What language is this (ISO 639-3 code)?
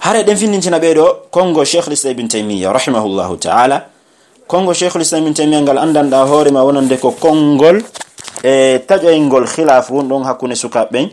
fuf